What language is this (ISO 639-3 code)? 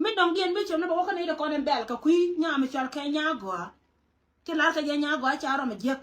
nus